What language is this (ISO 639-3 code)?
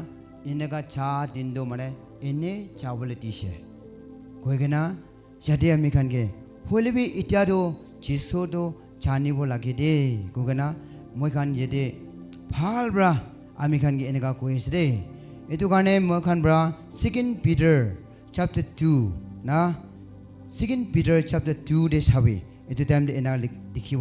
nag